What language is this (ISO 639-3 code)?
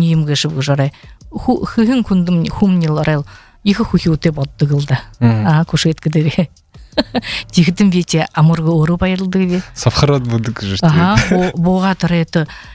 bua